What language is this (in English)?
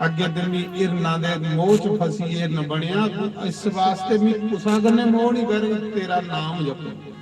Dogri